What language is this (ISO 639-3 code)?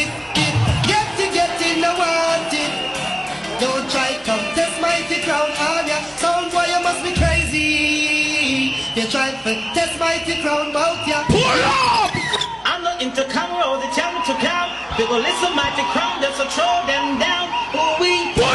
jam